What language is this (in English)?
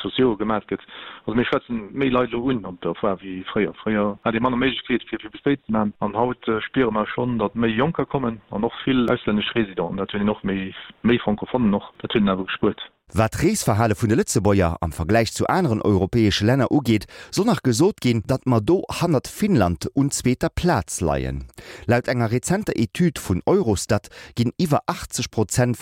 Luxembourgish